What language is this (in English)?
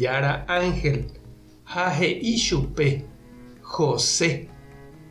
Guarani